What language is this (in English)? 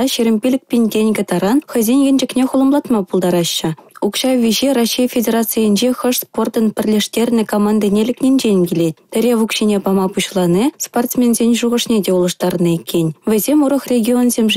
Chuvash